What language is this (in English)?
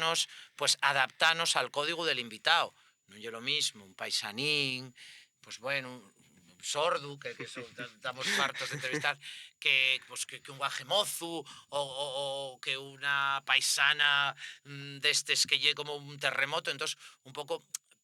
Asturian